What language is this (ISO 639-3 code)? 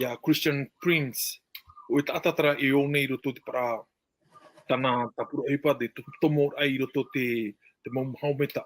tah